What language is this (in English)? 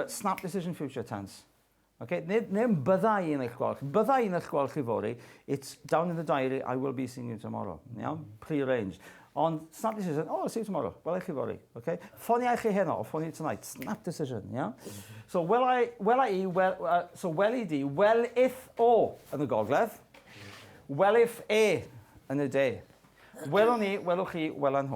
Welsh